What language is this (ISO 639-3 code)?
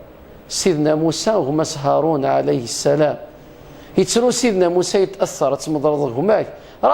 kab